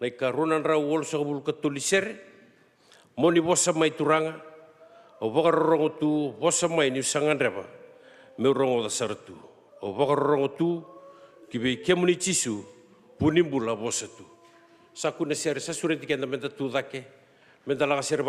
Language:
Fijian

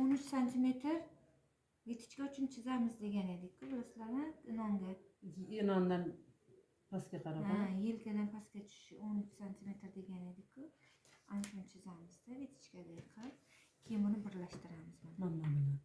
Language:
Uzbek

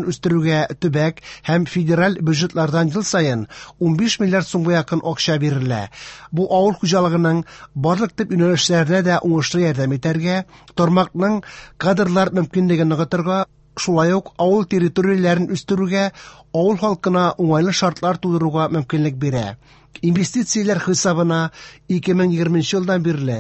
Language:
Tatar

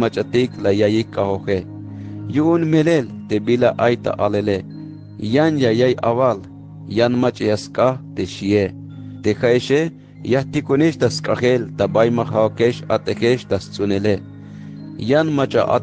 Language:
Tzeltal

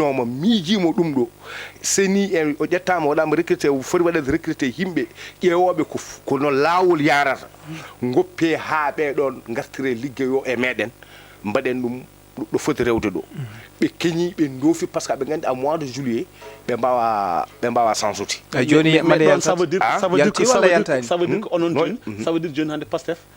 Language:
Fula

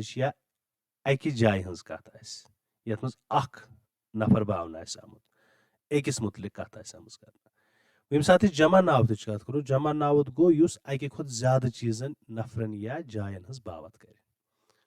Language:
Kashmiri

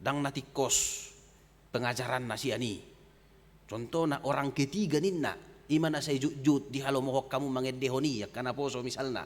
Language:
Batak Toba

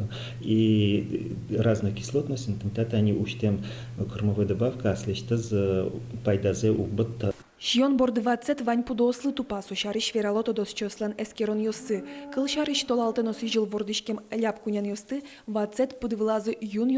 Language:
Udmurt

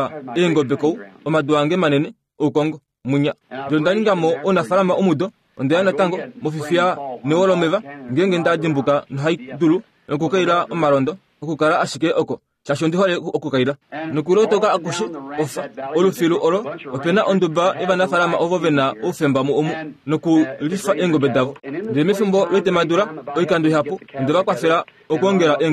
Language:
Kuanyama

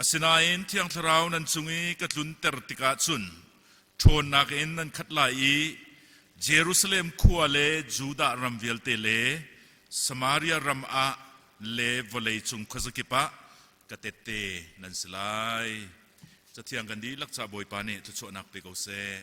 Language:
Hakha Chin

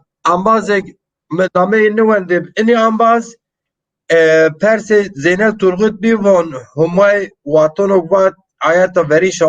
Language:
Zaza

